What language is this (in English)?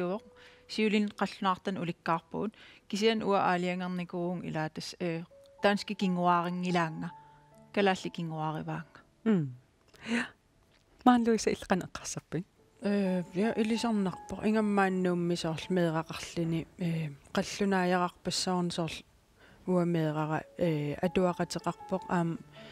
Kalaallisut